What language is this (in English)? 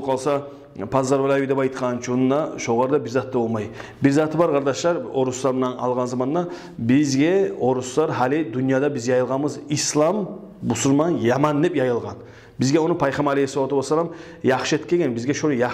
Kumyk